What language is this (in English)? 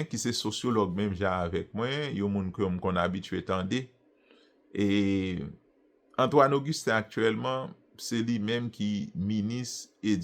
Haitian Creole